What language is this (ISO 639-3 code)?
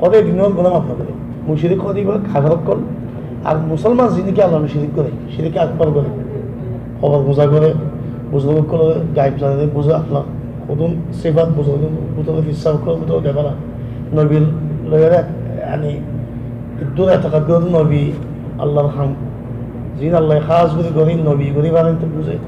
rhg